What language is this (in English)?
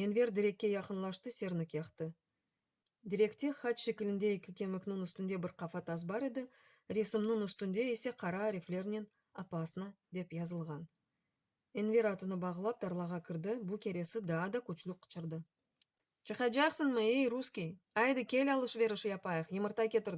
Crimean Tatar